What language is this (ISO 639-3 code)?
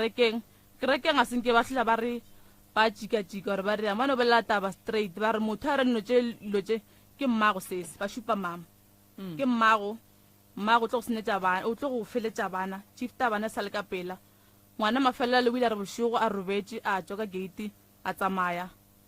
nso